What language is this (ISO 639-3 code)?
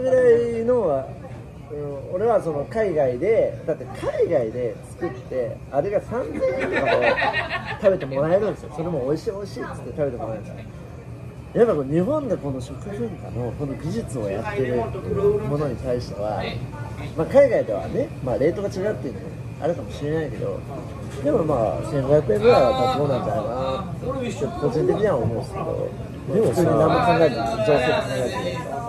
jpn